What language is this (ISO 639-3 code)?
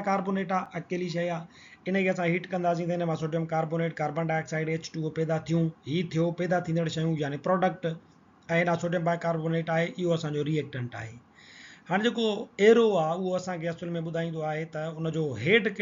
snd